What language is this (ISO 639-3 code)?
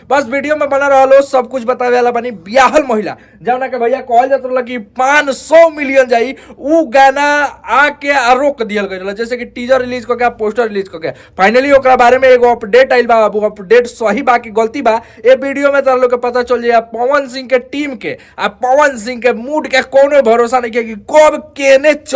bho